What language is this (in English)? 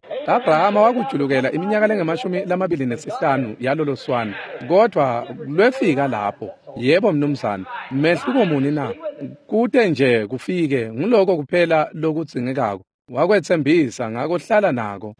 Swati